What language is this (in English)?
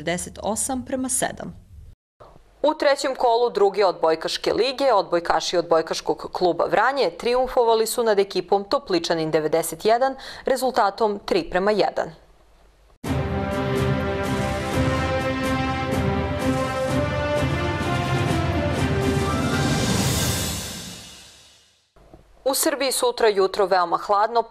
Serbian